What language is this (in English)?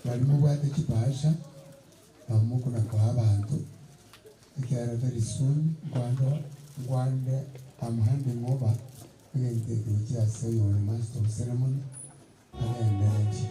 Gusii